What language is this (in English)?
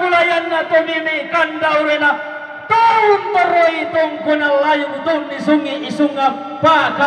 Toraja-Sa'dan